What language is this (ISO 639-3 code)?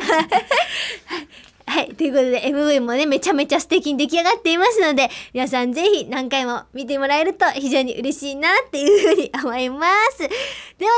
jpn